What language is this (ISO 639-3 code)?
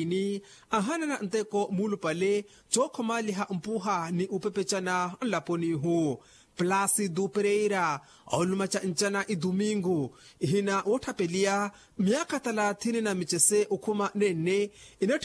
vmw